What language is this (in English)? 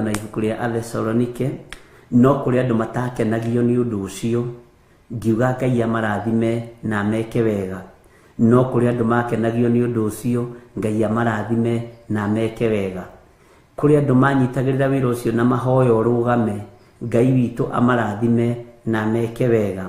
Kikuyu